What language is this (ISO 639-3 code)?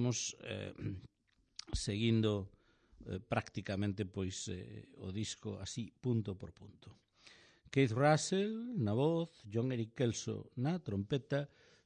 glg